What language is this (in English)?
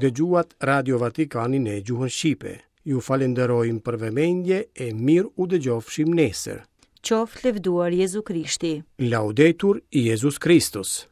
Albanian